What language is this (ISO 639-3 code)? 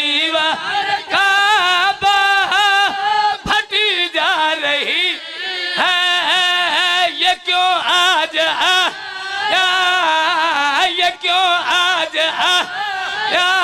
urd